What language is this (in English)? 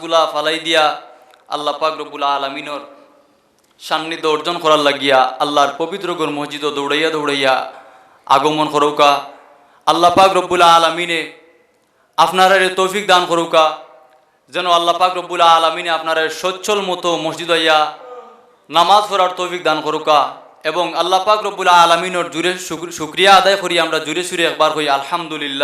Sylheti